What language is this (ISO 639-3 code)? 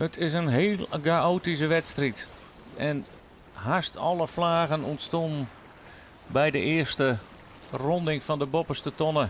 fry